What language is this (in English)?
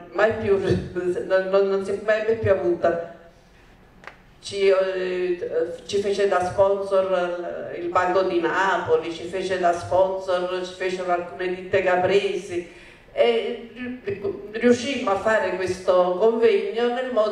Italian